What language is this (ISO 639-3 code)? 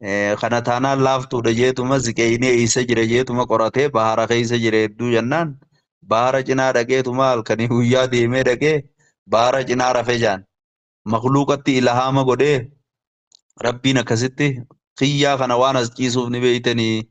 orm